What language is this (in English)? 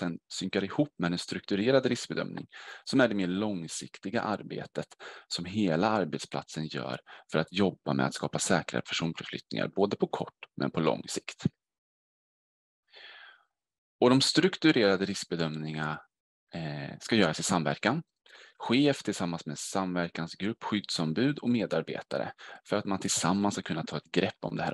Swedish